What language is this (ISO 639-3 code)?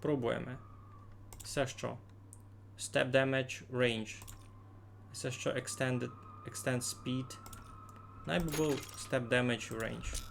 rue